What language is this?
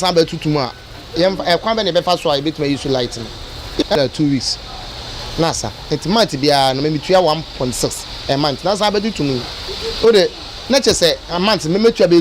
Akan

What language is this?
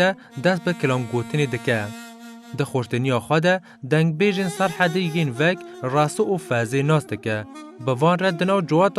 Kurdish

